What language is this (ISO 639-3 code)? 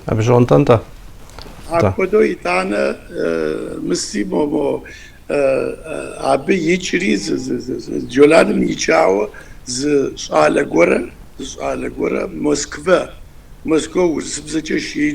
kbd